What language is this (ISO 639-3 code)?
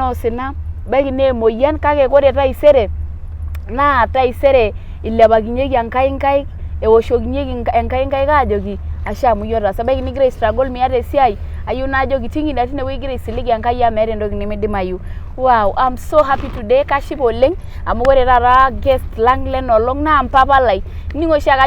mas